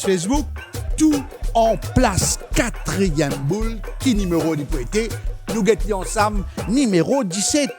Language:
Morisyen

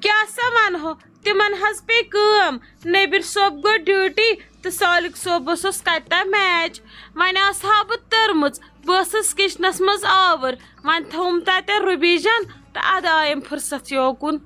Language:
Kashmiri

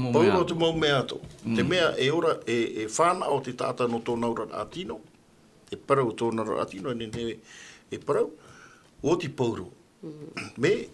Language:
Tahitian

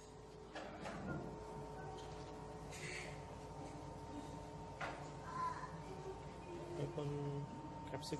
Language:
Marathi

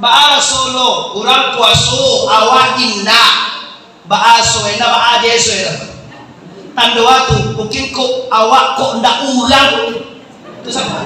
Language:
Minangkabau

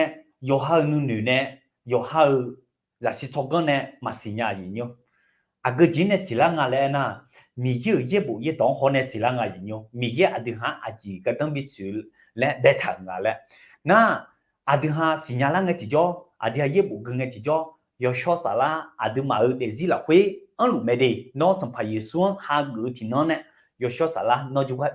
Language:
Akha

